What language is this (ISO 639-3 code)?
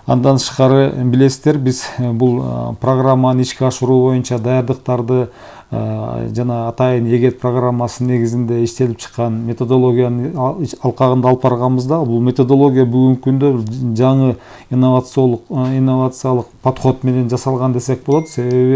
kir